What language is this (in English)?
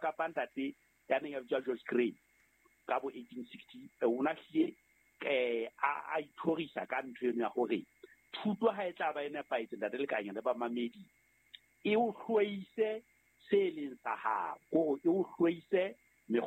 Southern Sotho